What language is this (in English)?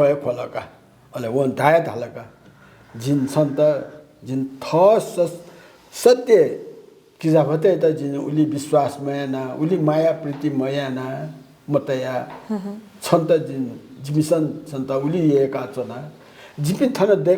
Newari